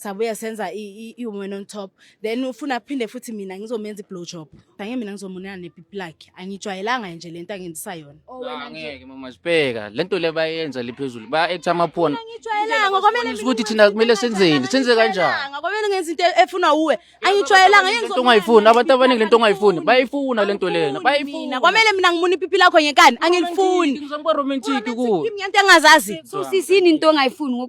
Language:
Zulu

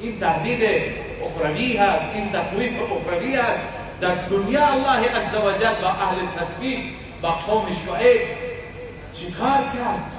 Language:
Persian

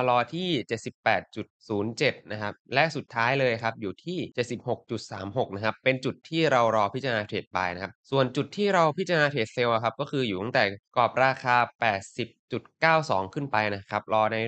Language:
Thai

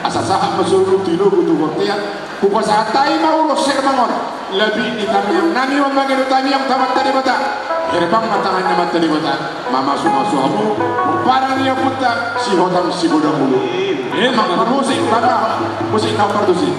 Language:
Batak Toba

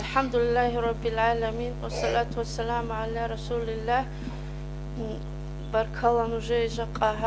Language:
Avaric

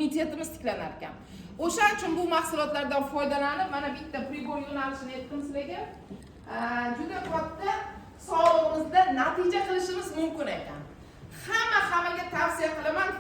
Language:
Uzbek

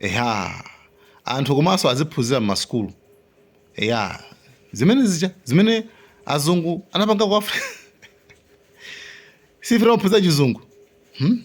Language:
Nyanja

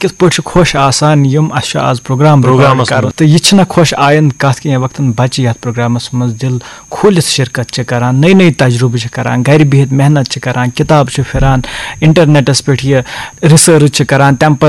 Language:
Kashmiri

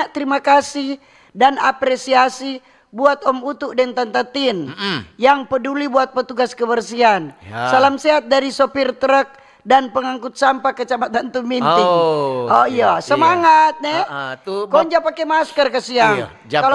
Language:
Manado Malay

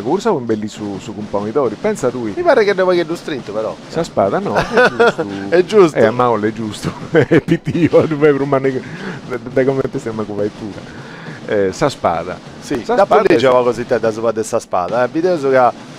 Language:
Sardinian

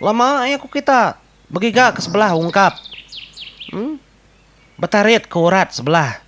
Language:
Iban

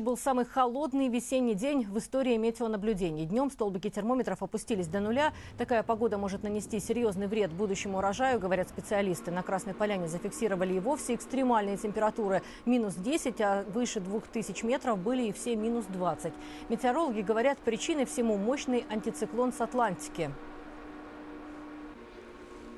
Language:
Russian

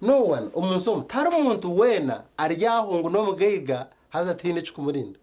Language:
Nyankole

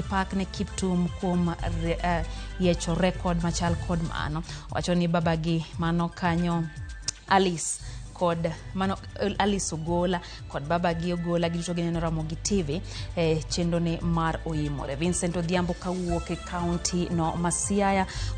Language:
Luo (Kenya and Tanzania)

